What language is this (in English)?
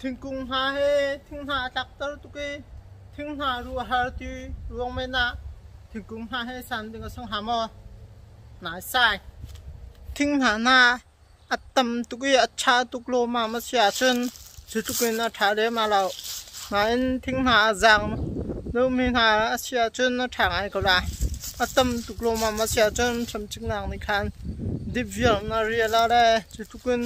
Hakha Chin